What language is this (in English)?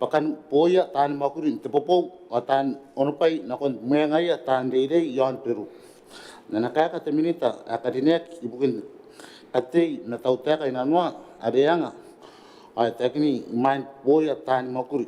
Gilbertese